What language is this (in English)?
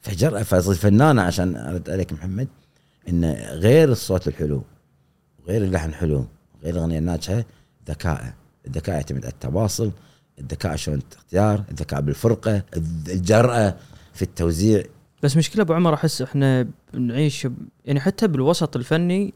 Gulf Arabic